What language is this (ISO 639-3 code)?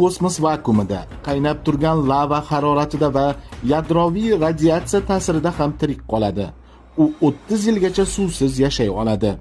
uzb